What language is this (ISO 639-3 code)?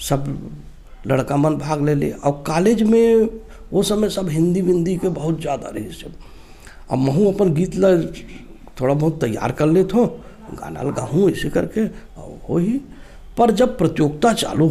hne